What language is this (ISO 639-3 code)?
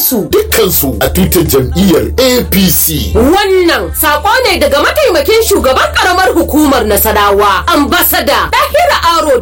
hau